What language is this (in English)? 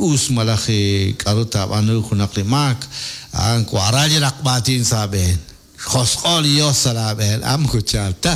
Kekchí